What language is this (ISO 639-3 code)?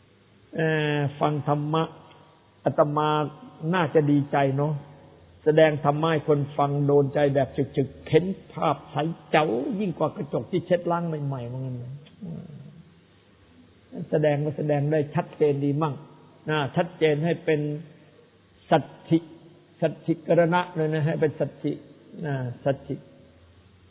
tha